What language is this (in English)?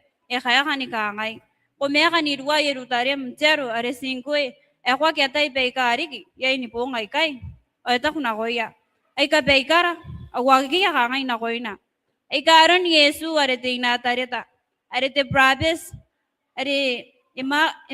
Gilbertese